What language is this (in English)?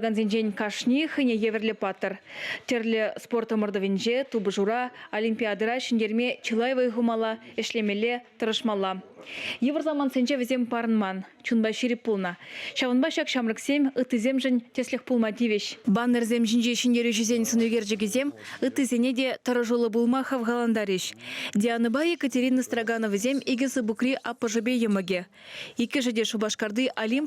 Chuvash